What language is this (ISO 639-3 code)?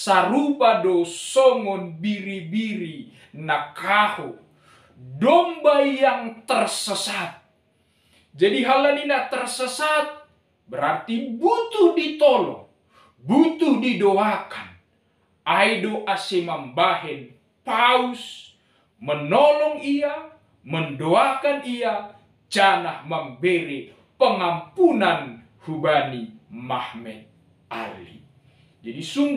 bts